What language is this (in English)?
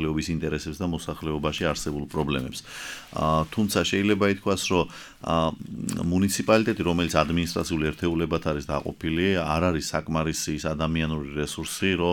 Georgian